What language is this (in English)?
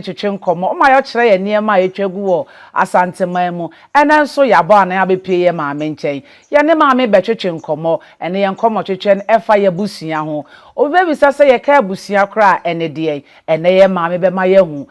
Akan